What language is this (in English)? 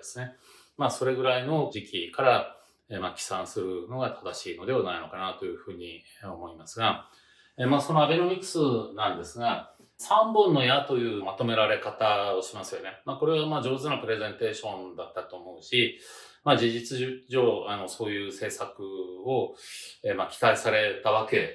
Japanese